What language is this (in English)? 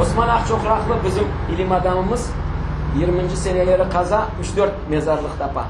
Crimean Tatar